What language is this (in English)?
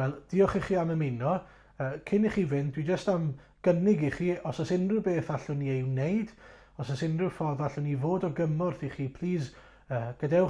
Welsh